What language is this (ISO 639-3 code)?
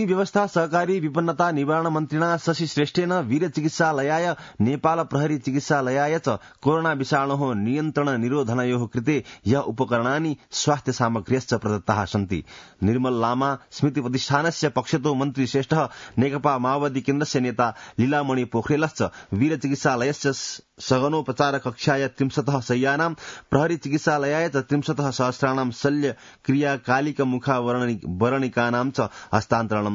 san